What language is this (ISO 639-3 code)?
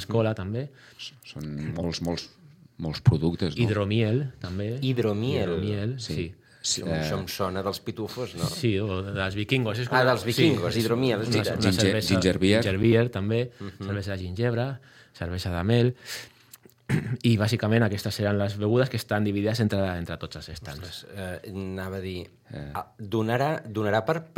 cat